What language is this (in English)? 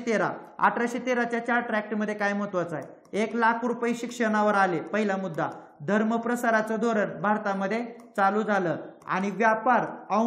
Marathi